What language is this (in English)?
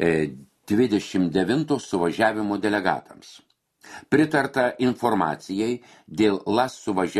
Lithuanian